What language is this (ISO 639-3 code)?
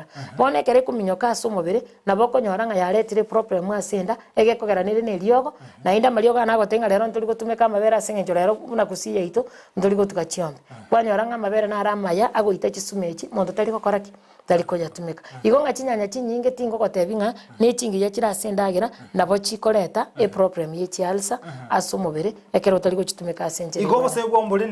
guz